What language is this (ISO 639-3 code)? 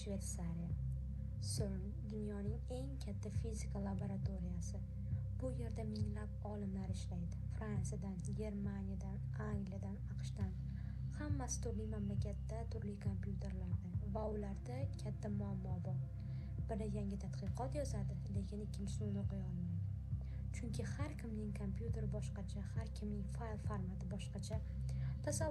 uzb